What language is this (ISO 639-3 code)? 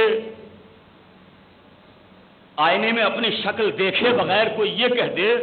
urd